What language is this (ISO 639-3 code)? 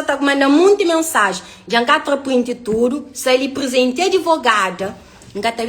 kea